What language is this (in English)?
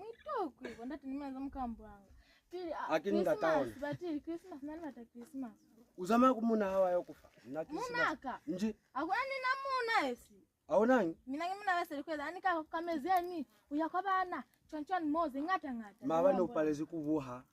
Lozi